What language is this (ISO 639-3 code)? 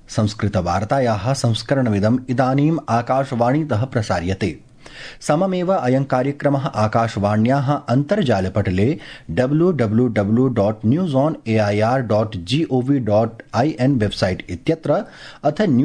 san